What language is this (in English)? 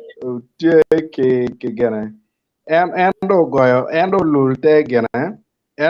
Acoli